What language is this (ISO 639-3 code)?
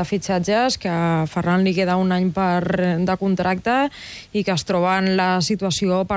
cat